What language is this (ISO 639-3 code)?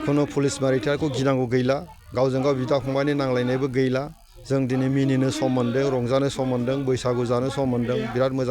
brx